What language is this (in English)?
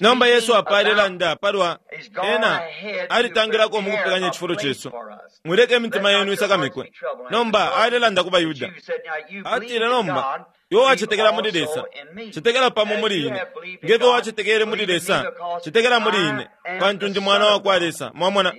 Bemba